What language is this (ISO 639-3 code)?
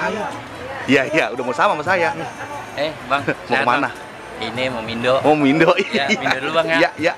bew